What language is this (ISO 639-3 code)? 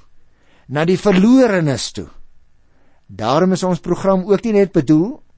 afr